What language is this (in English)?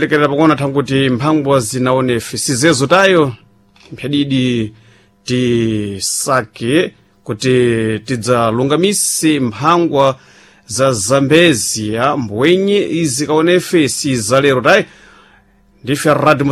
Sena